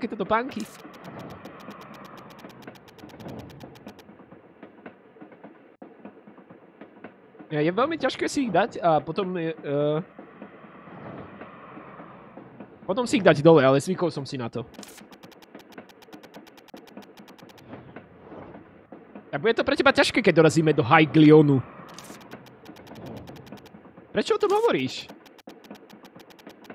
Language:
Slovak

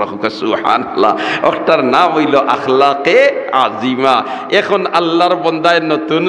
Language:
Sylheti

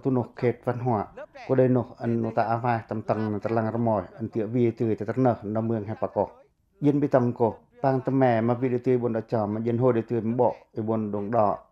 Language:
Pacoh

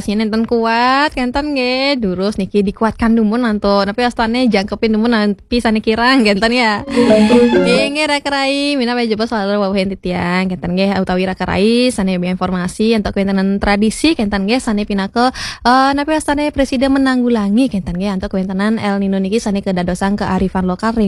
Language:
Balinese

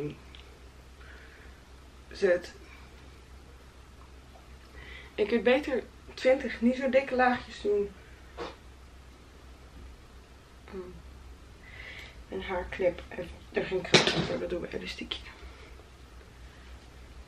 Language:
Dutch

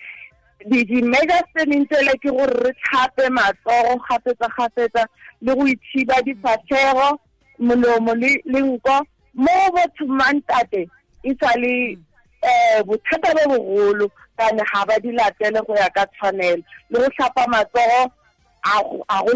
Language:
Tswana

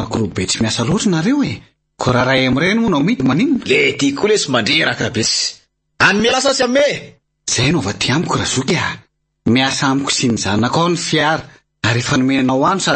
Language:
Malagasy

